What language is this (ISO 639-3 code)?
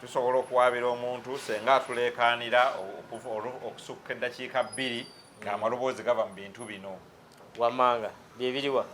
lug